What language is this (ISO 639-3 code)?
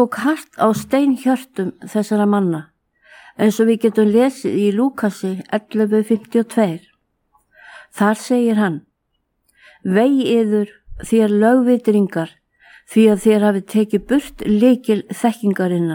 isl